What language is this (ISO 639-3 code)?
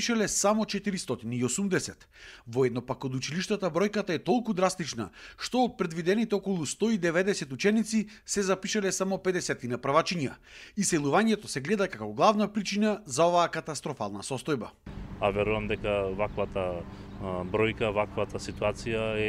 mkd